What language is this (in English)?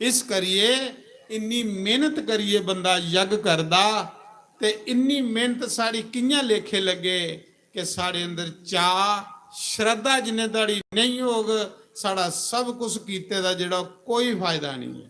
Dogri